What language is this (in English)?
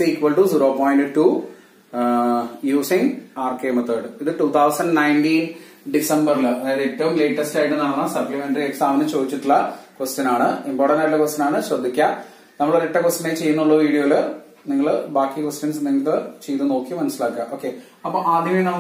Malayalam